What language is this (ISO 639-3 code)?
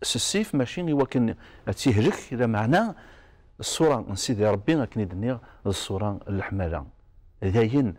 kab